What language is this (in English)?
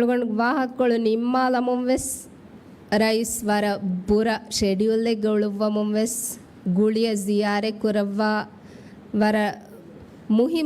Divehi